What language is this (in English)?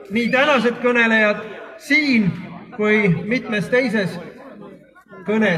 Estonian